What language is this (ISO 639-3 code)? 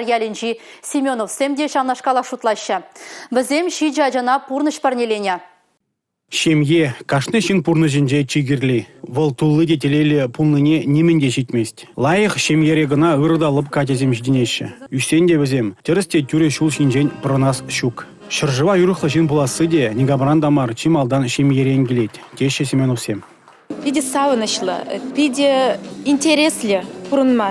chv